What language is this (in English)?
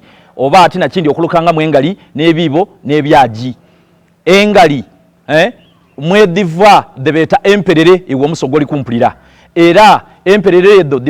Soga